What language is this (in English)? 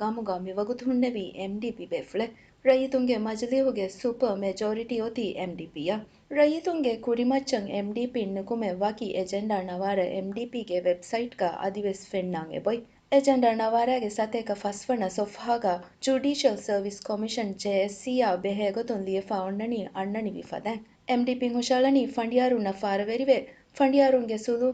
Divehi